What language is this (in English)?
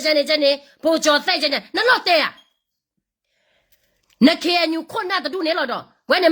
S'gaw Karen